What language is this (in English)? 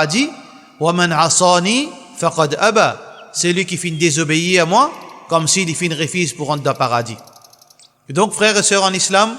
Morisyen